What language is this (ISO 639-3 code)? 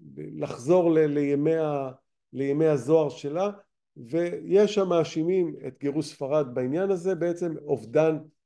heb